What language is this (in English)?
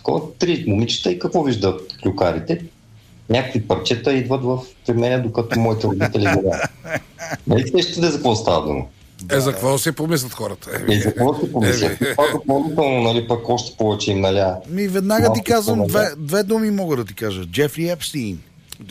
Bulgarian